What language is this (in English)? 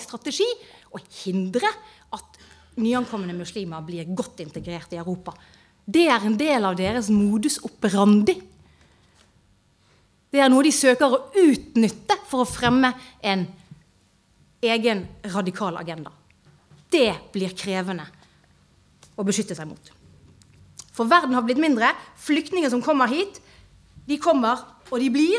Norwegian